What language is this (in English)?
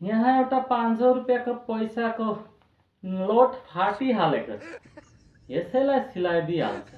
Nepali